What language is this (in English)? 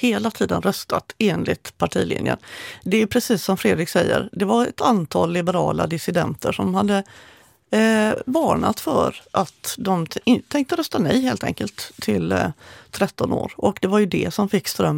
Swedish